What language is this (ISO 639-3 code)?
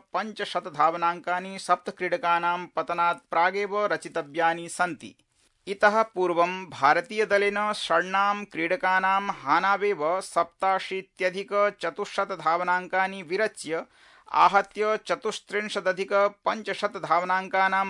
san